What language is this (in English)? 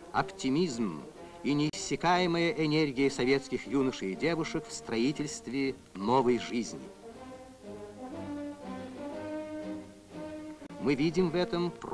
Russian